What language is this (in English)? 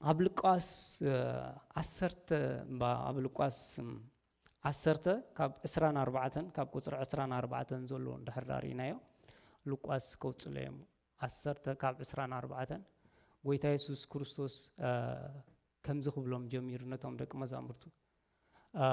Tigrinya